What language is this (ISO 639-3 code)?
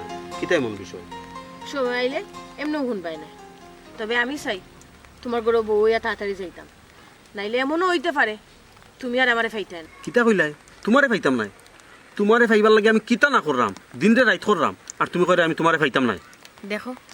syl